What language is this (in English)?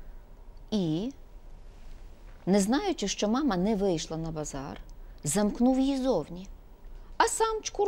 Ukrainian